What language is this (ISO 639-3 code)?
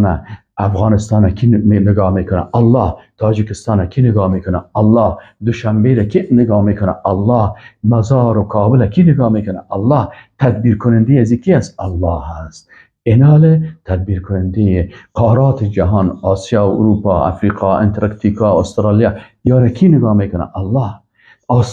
fas